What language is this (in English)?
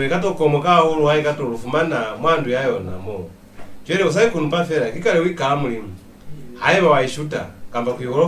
Lozi